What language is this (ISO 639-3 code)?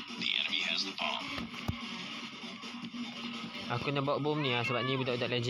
msa